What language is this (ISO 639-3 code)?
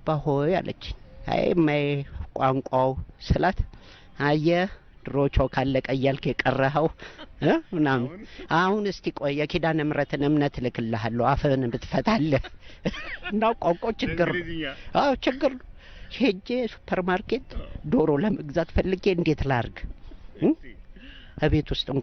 amh